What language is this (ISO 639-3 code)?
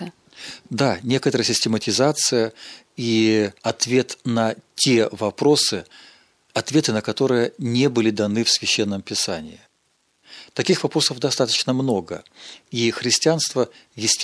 rus